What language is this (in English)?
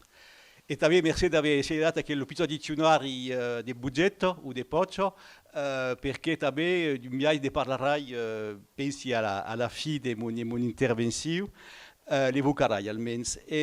Occitan